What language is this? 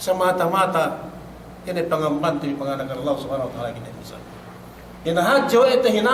Yakan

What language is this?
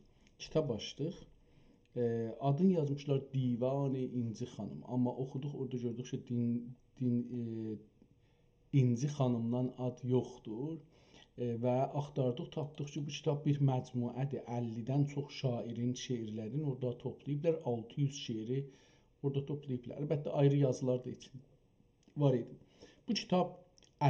South Azerbaijani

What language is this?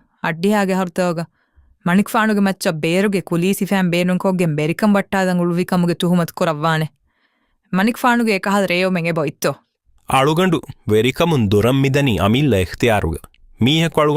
Divehi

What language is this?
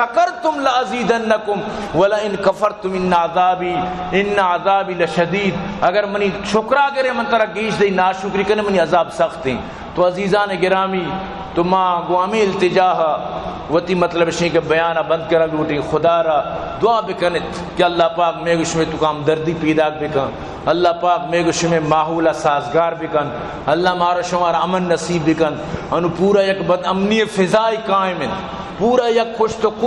Baluchi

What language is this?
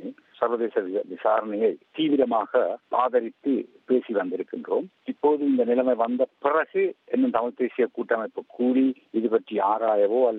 Tamil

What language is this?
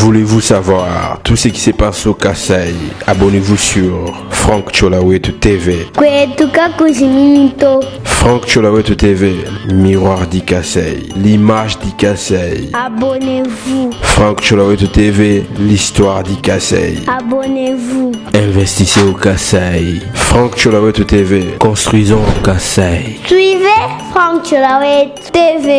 Luba-Lulua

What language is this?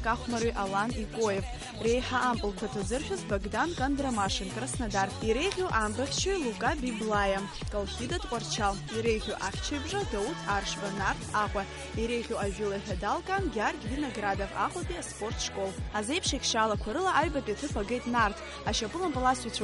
Abkhazian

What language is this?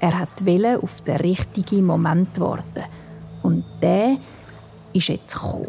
Swiss German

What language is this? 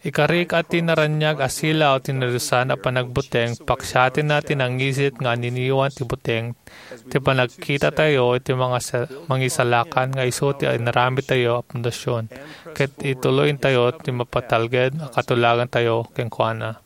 Iloko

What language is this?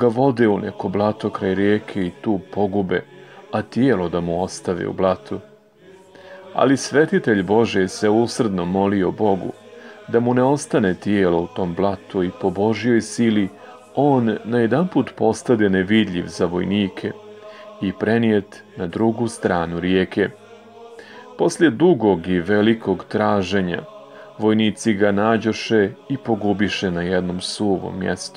Serbian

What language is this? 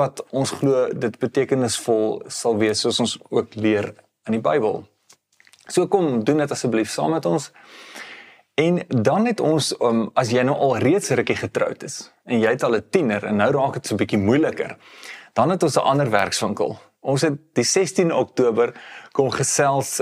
Afrikaans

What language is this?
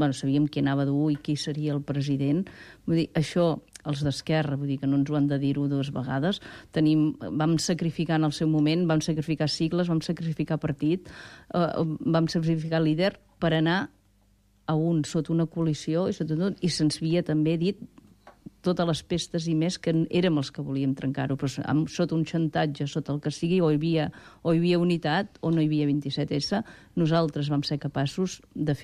Catalan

